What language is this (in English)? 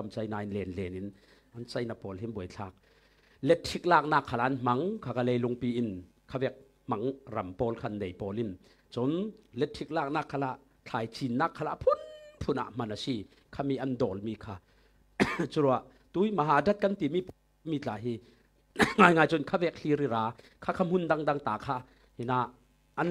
Falam Chin